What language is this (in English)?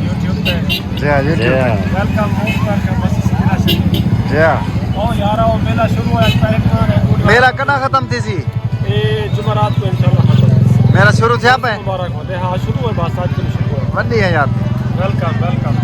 Saraiki